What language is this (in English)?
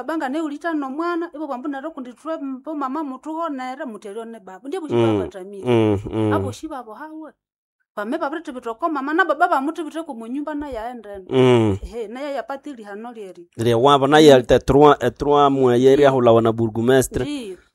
Nande